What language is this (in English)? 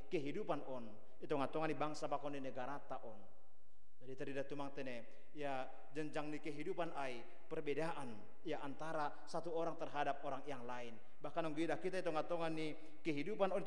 Batak Simalungun